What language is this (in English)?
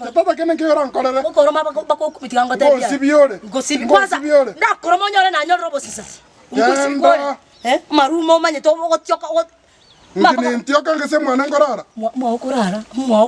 Gusii